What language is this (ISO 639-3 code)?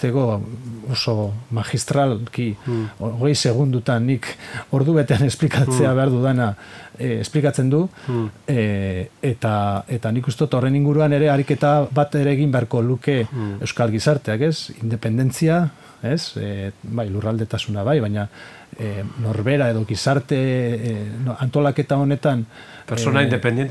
eus